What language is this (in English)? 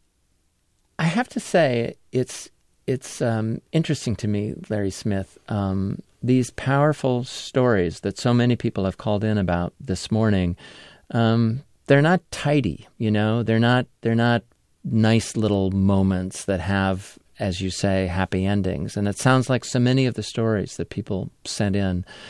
English